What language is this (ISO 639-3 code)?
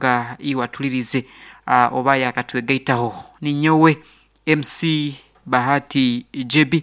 nyo